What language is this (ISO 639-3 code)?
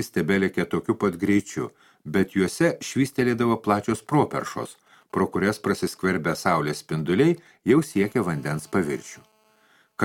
lit